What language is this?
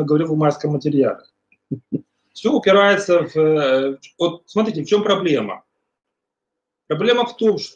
Russian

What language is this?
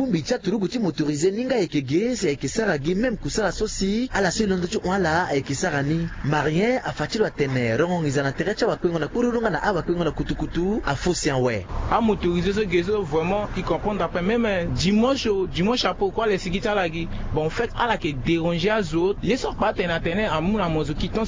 Sango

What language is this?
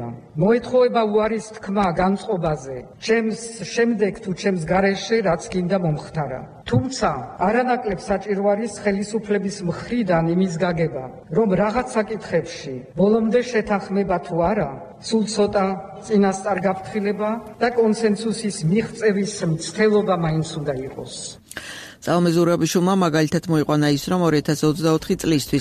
Georgian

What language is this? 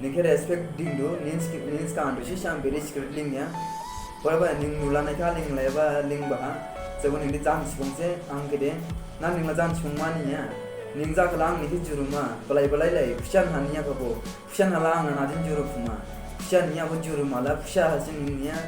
Dimasa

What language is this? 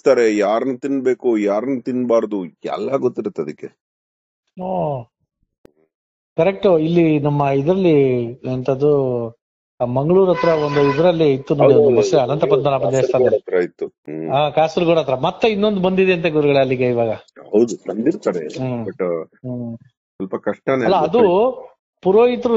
Kannada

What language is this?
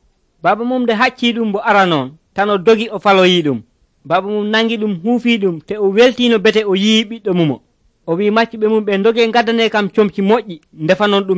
Nigerian Fulfulde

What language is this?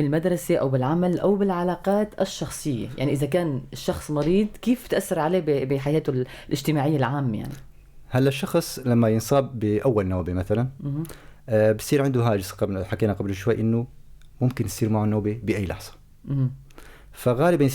North Levantine Arabic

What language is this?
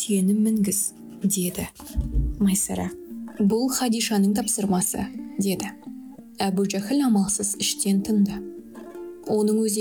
Kazakh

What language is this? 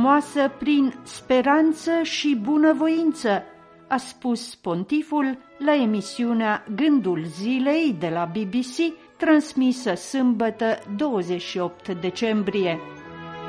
Romanian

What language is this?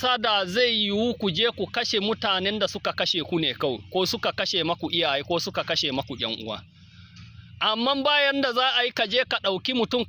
Hausa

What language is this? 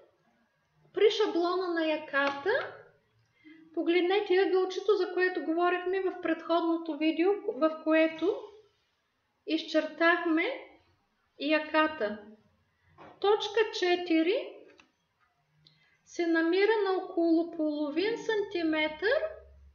Bulgarian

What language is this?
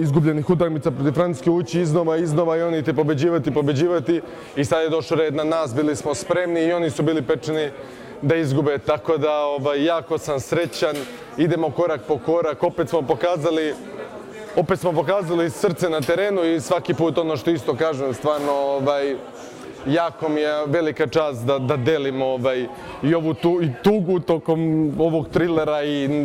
Serbian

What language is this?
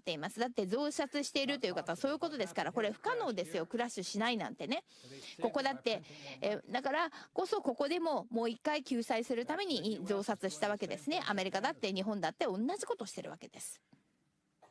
Japanese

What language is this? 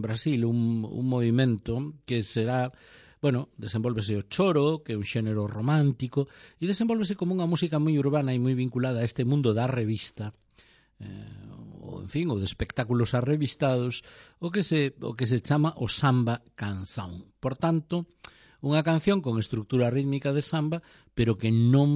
Galician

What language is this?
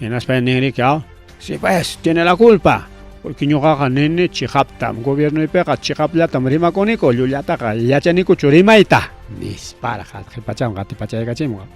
Ayacucho Quechua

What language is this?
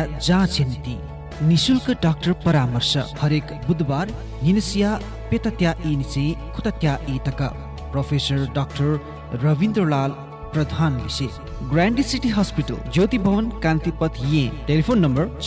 Newari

